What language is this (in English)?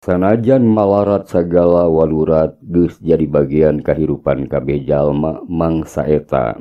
Sundanese